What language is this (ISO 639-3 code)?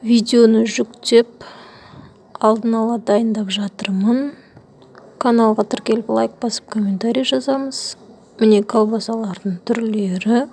kaz